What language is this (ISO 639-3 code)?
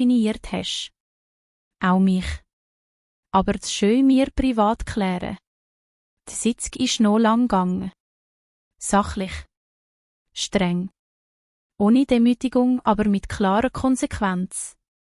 gsw